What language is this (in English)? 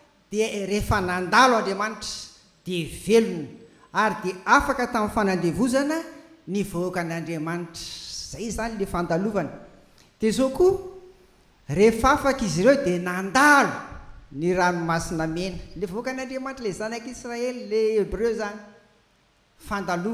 Malagasy